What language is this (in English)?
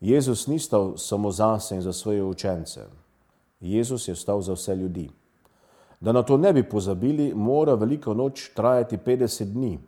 Slovenian